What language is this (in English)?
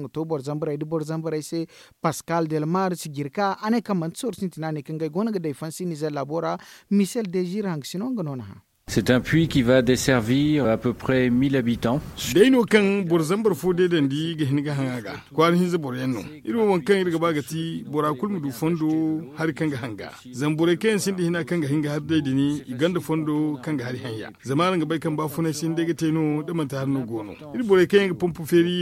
Zarma